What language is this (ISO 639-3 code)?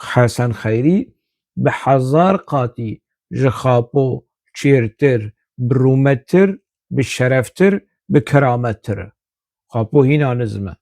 kur